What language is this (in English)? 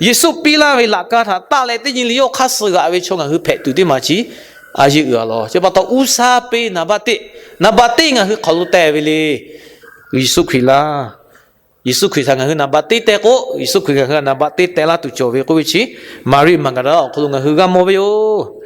Lahu